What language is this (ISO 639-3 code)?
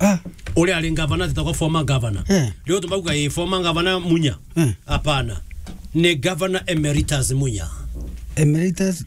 mer